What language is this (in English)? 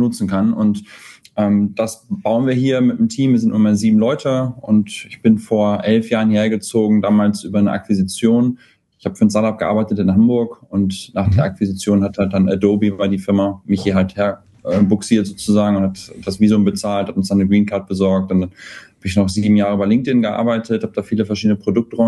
German